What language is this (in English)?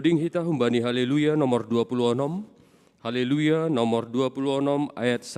Batak Simalungun